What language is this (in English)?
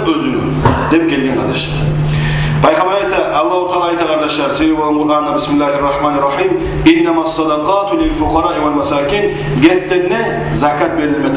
Kumyk